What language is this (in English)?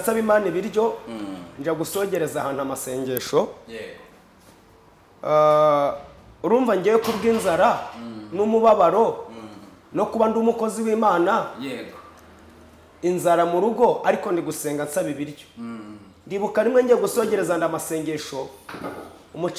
Kinyarwanda